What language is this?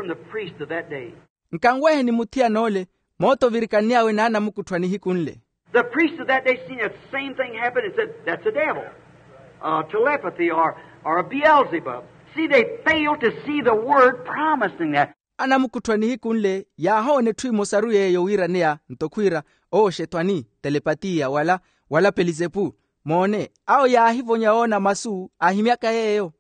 Makhuwa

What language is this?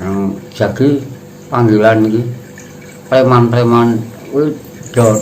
Javanese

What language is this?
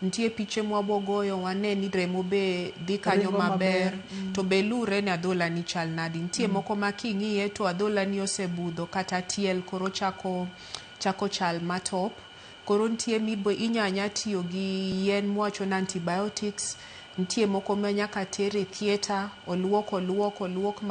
Luo (Kenya and Tanzania)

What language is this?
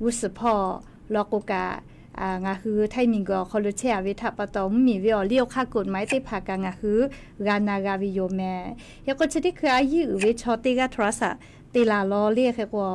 Lahu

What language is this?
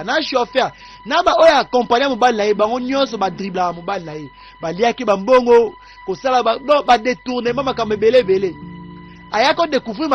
Lingala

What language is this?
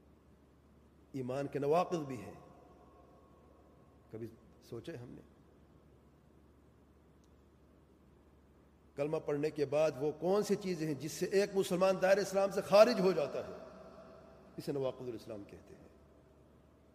Urdu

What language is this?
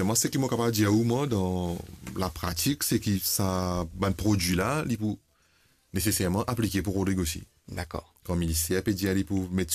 Morisyen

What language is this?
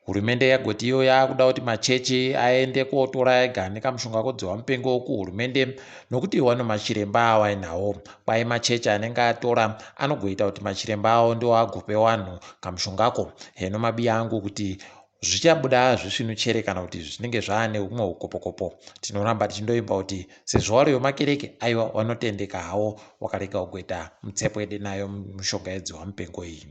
Ndau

